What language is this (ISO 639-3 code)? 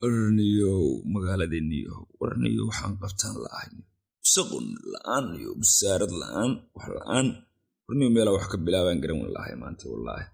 som